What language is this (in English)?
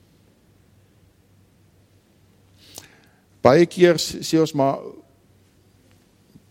Afrikaans